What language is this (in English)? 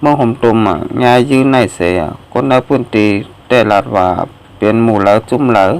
Shan